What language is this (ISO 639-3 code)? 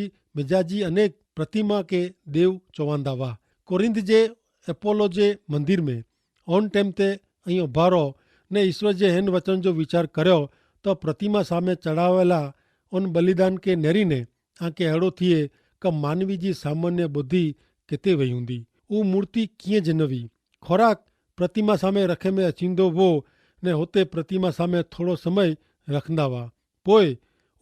kfr